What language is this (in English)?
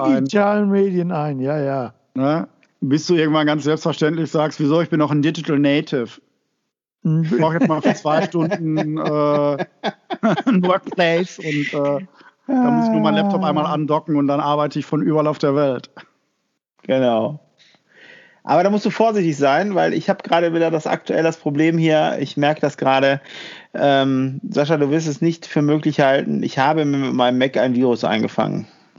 German